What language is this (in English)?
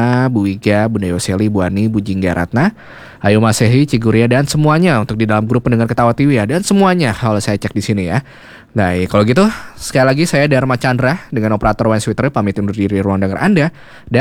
Indonesian